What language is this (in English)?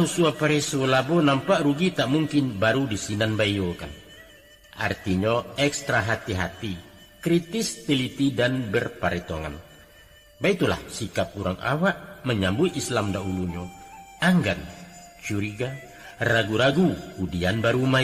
Minangkabau